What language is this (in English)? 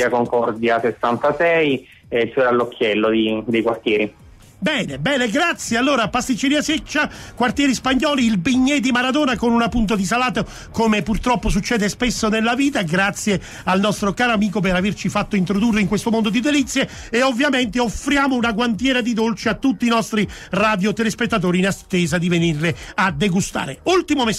Italian